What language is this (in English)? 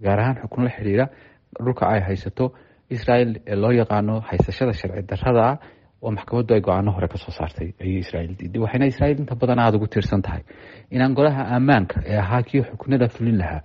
Somali